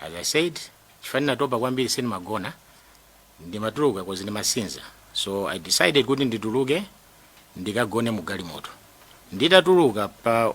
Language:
Nyanja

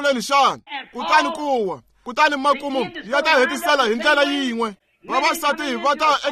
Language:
Tsonga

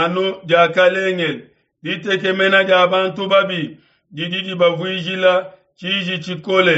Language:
Luba-Lulua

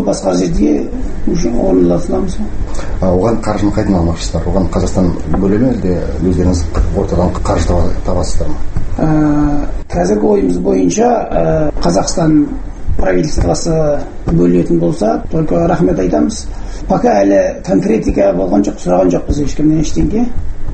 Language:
Kazakh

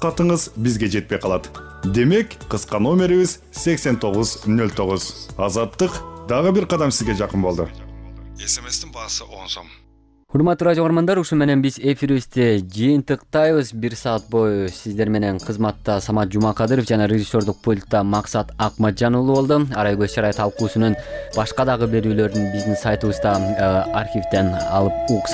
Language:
Kyrgyz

